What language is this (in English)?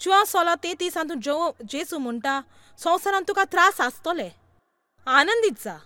Konkani